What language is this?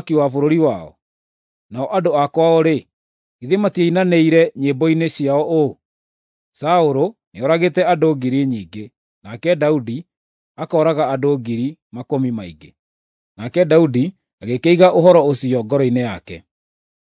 Kikuyu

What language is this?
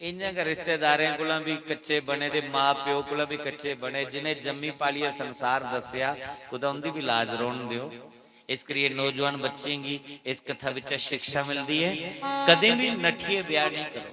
Dogri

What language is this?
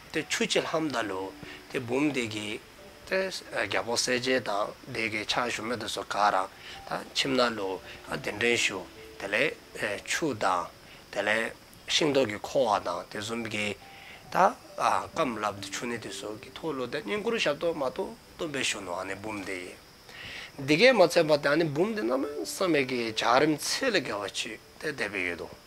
Dzongkha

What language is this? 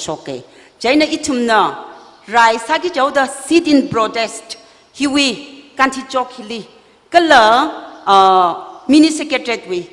Tangkhul Naga (India)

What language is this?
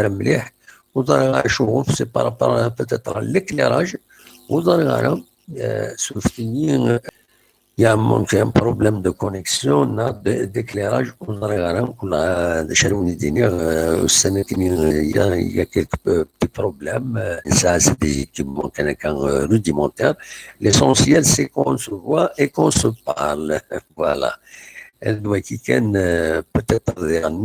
Kabyle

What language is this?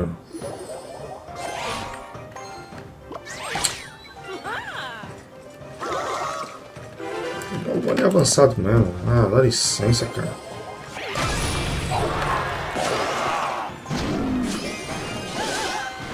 Portuguese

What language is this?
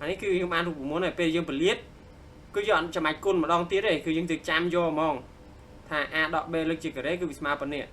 Khmer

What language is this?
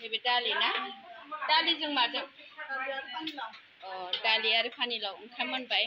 Bodo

